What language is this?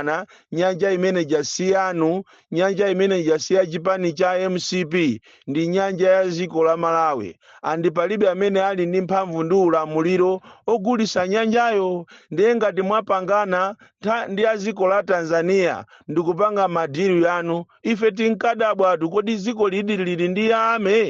Nyanja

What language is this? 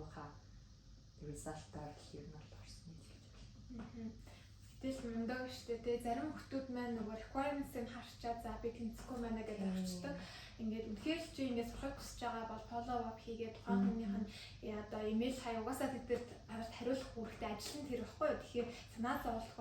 Mongolian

